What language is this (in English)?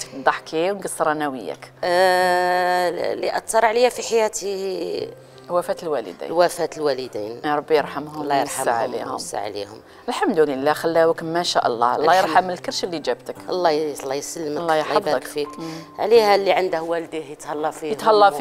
Algerian Arabic